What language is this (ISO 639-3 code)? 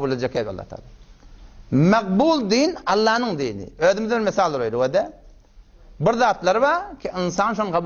tuk